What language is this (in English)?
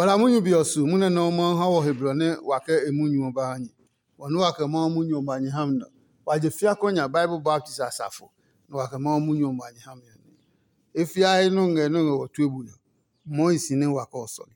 Adangme